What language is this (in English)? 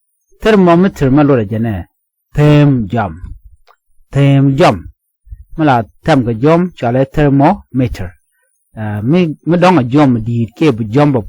Nuer